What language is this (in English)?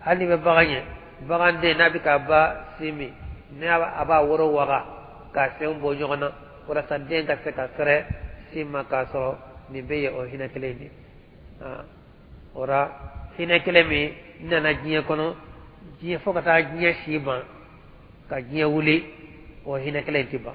Bambara